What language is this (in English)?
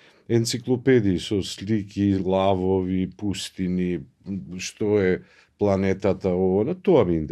Macedonian